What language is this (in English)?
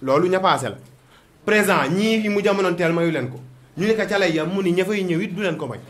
Wolof